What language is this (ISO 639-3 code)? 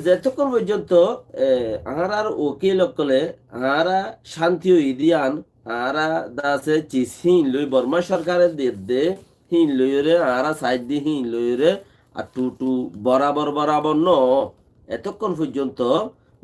rhg